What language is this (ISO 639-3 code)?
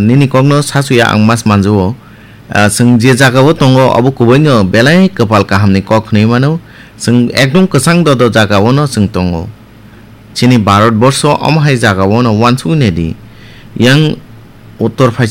trp